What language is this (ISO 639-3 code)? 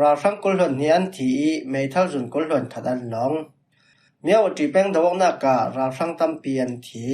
cfm